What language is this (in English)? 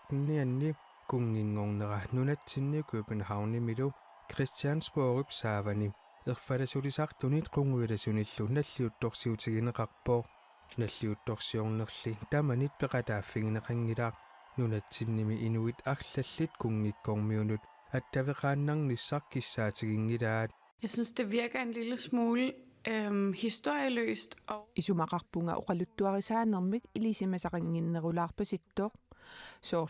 Kalaallisut